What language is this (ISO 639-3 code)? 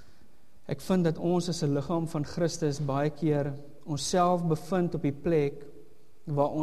afr